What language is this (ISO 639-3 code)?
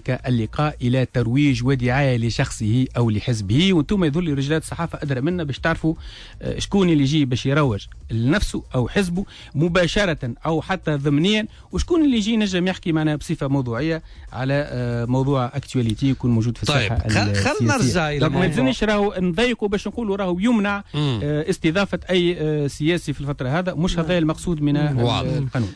aeb